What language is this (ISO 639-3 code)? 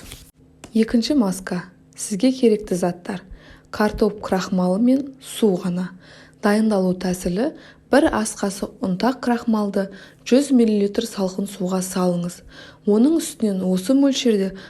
kaz